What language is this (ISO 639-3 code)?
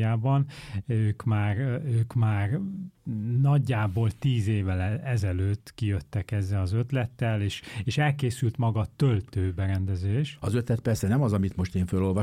hun